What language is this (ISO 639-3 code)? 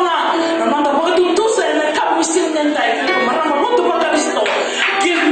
fij